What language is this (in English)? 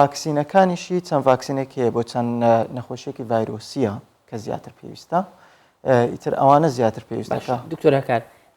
Central Kurdish